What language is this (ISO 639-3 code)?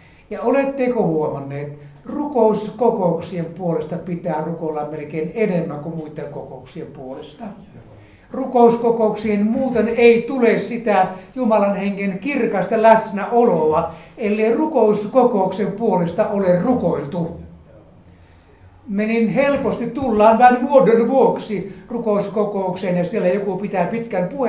fin